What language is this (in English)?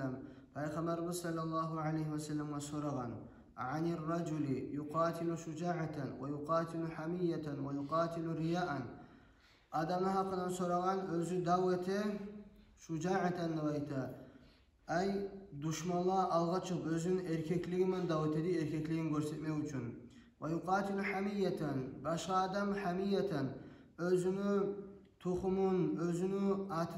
Kumyk